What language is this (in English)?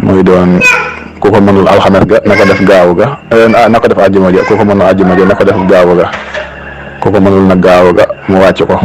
Wolof